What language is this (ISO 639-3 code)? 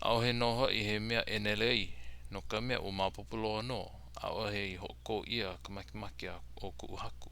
haw